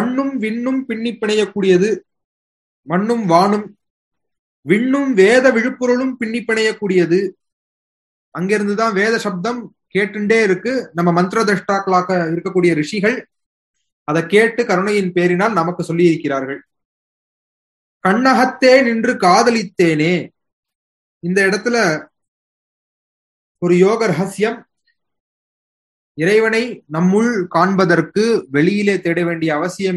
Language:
Tamil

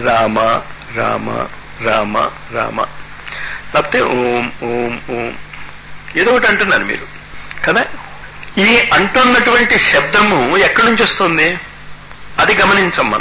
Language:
Telugu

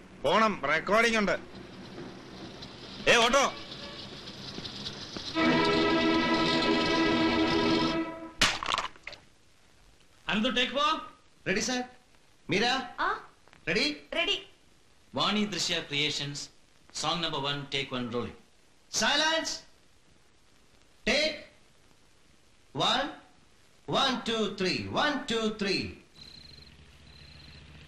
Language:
Malayalam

